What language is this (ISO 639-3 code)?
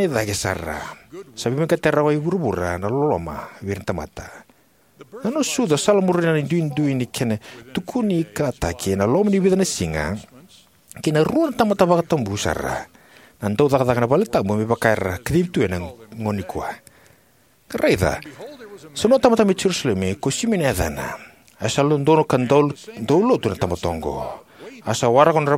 fij